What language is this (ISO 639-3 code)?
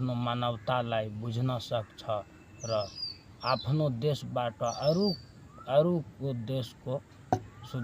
nep